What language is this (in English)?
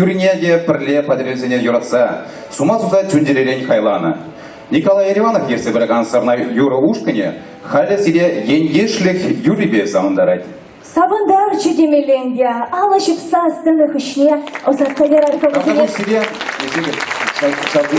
Chuvash